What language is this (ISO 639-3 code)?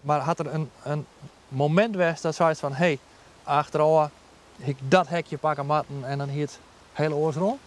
fry